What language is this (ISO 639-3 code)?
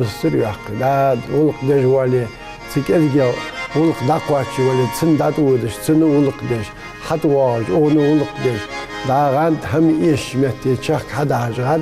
inh